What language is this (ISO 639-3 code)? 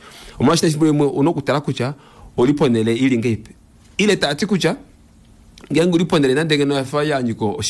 kua